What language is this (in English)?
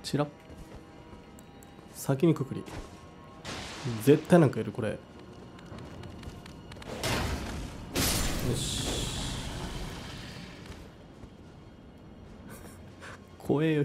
Japanese